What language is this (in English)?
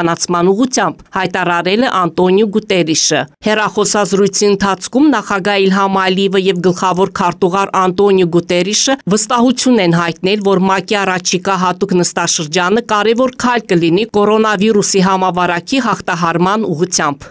Armenian